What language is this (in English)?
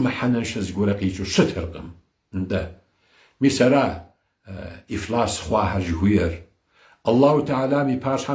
Kabardian